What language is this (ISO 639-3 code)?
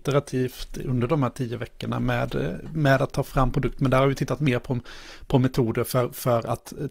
swe